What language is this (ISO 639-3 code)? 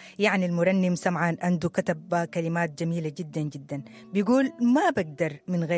apd